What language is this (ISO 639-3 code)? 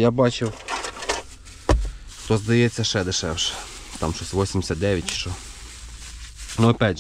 ukr